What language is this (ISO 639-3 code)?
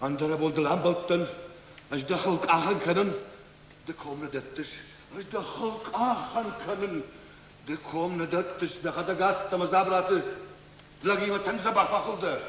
oss